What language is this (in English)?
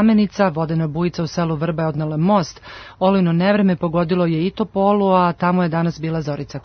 Serbian